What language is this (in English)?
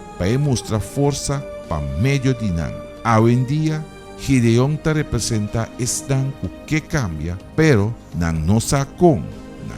Papiamento